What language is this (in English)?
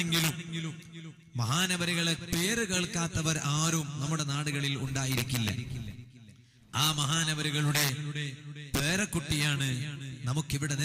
Malayalam